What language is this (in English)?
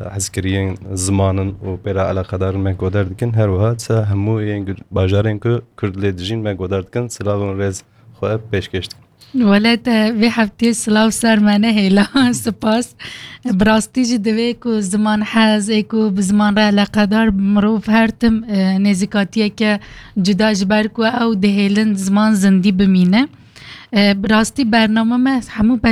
Kurdish